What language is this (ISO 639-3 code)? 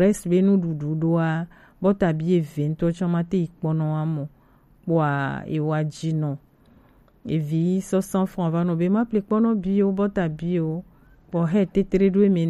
gej